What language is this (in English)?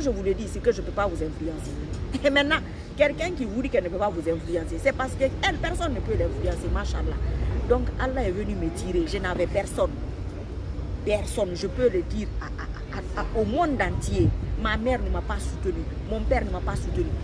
French